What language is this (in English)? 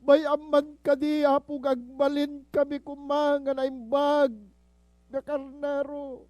Iloko